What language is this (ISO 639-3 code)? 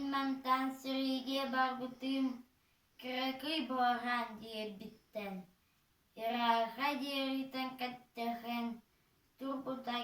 sah